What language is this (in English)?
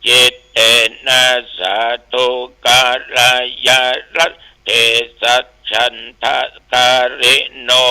Pali